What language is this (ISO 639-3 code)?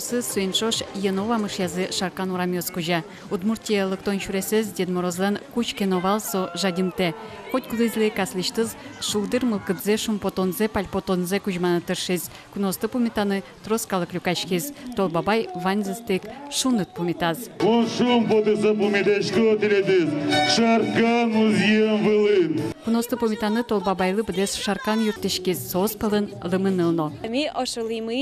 udm